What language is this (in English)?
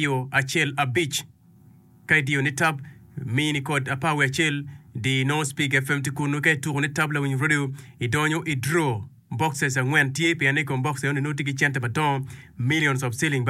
Acoli